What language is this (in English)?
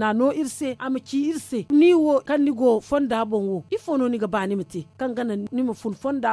Zarma